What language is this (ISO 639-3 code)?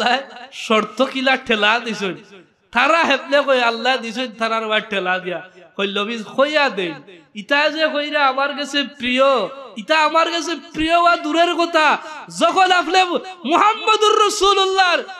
syl